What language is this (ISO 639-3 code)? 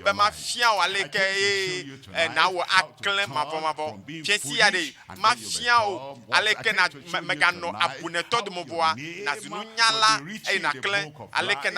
ewe